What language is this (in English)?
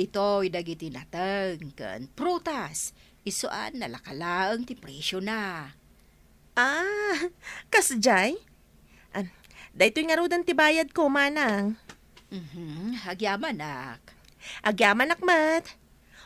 Iloko